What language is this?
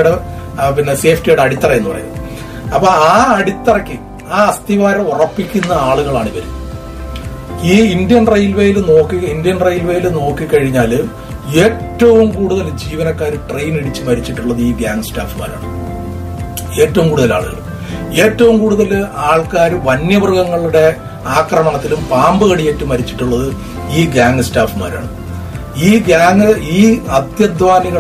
Malayalam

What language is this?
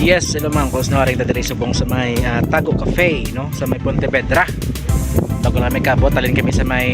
Hiligaynon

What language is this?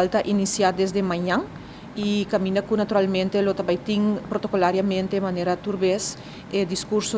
Papiamento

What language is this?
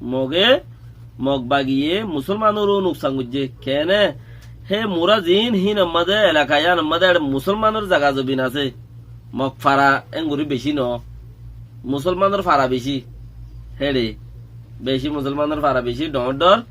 Rohingya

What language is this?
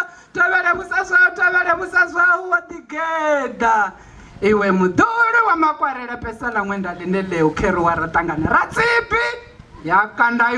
Venda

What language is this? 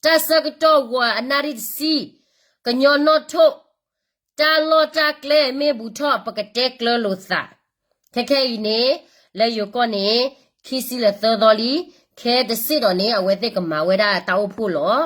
S'gaw Karen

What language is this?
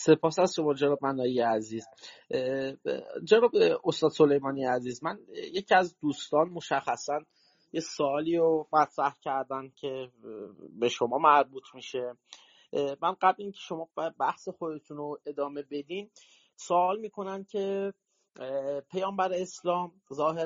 Persian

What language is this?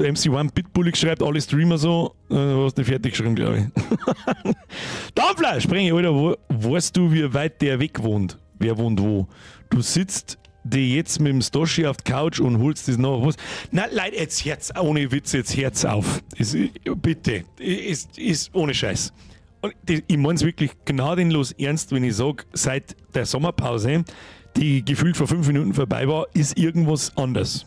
Bavarian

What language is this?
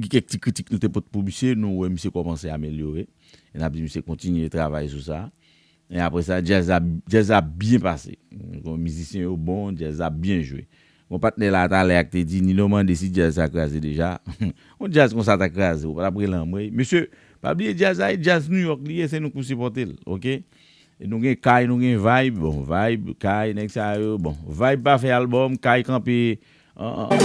Haitian Creole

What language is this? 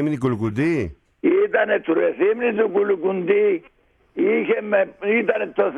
Greek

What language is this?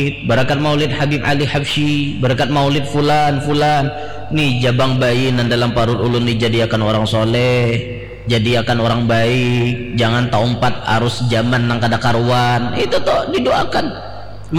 Banjar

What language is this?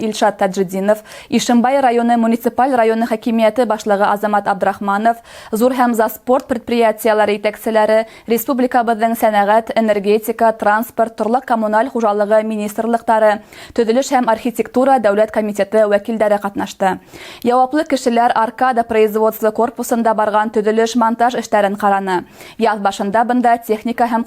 Bashkir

